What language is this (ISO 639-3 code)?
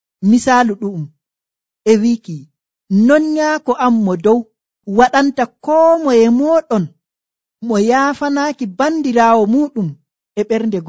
fuv